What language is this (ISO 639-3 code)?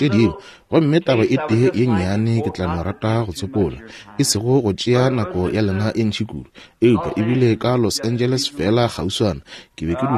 nso